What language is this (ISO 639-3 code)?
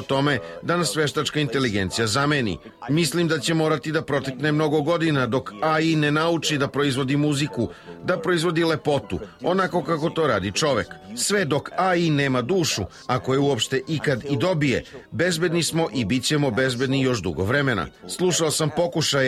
srp